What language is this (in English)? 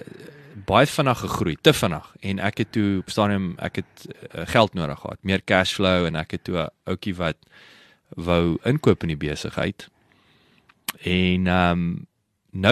Afrikaans